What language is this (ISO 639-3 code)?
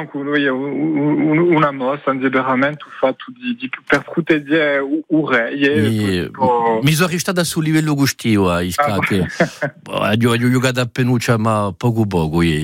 ita